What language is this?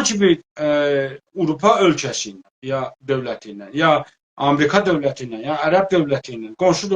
South Azerbaijani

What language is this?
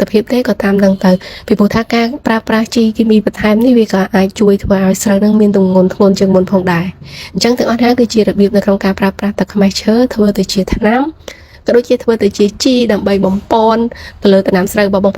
Khmer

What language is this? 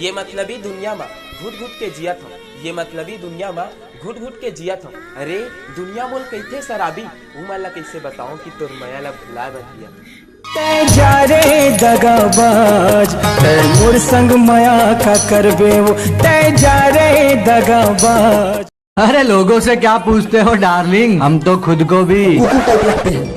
Chhattisgarhi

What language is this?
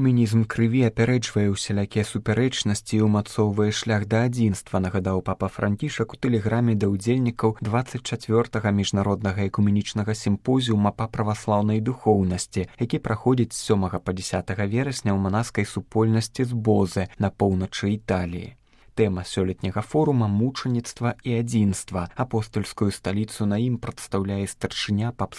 Belarusian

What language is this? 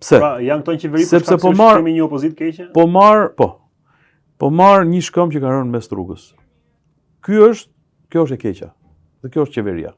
Albanian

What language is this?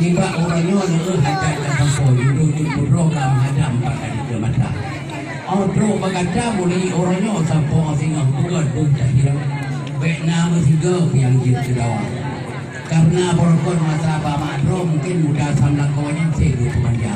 Achinese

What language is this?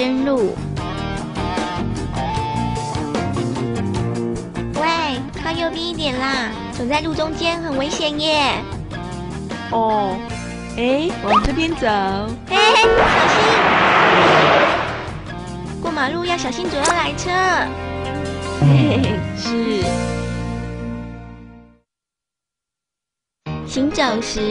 Chinese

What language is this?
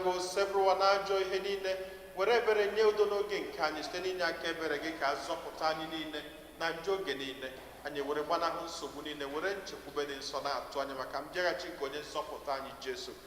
Igbo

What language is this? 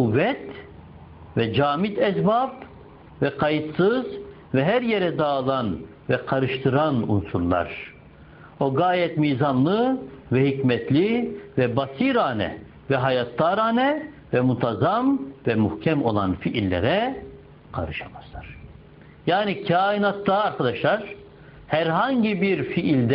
Turkish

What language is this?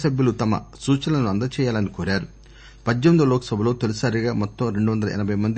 Telugu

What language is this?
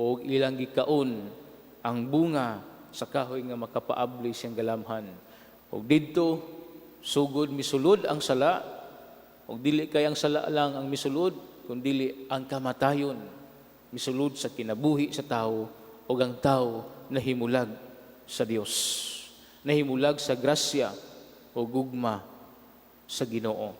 Cebuano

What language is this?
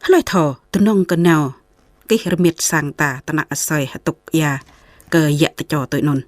Jarai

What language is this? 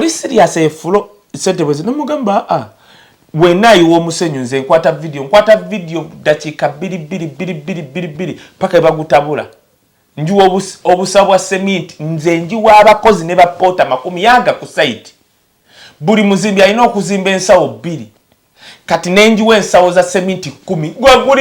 Ganda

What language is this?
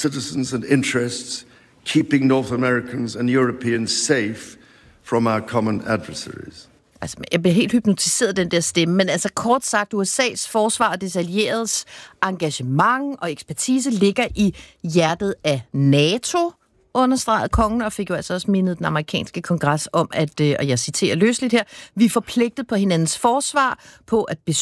Danish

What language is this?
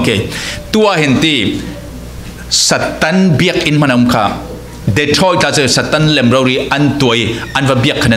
Falam Chin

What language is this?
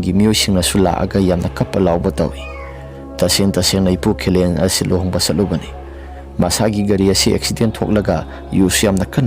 Manipuri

